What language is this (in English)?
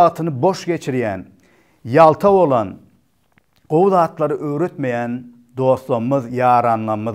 Turkmen